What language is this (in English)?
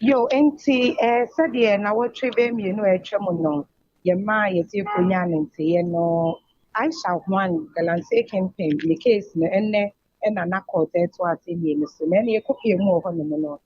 Akan